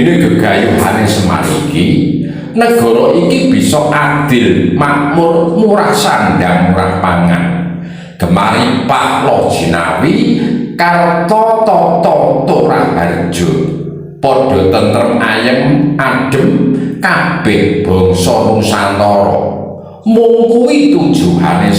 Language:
Javanese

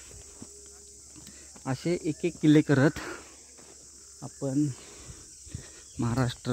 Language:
Marathi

